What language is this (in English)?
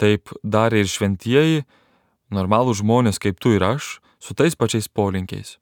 Lithuanian